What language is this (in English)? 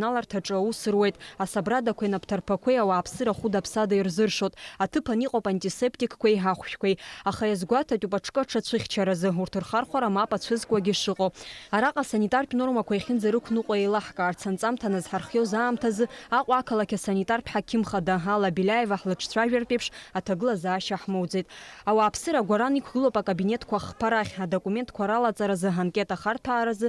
Abkhazian